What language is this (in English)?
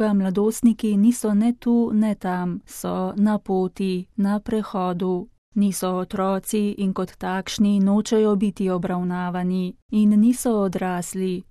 Slovenian